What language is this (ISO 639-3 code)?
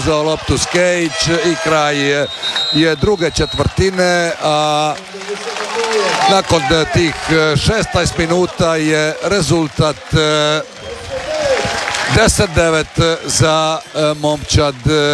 hrv